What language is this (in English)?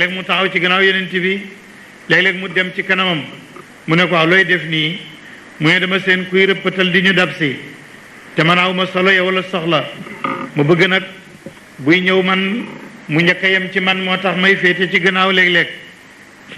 Wolof